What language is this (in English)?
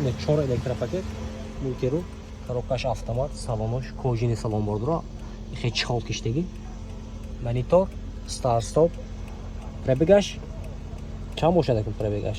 Tajik